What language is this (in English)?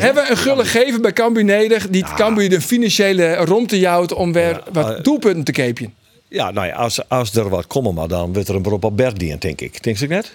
Western Frisian